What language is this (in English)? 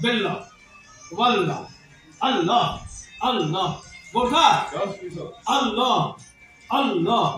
Kashmiri